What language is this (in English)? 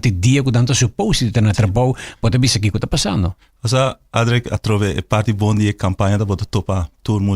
Papiamento